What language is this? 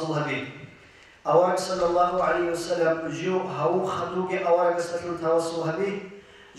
Avaric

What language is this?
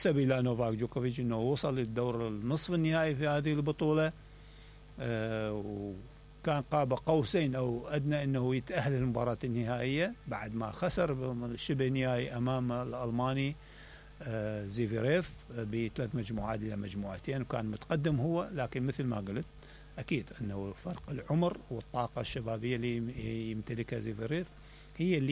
Mesopotamian Arabic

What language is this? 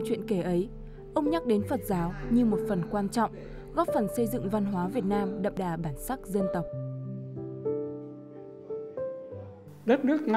Vietnamese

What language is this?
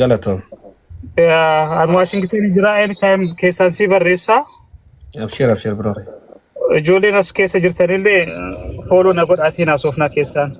Oromo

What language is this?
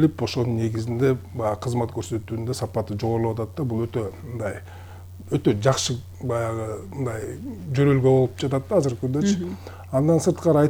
Kyrgyz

